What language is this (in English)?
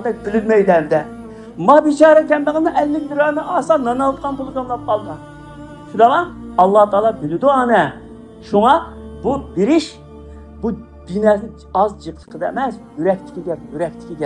Uyghur